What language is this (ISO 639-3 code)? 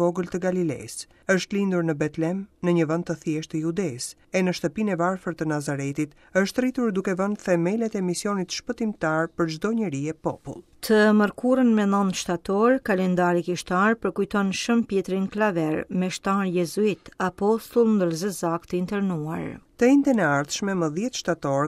sqi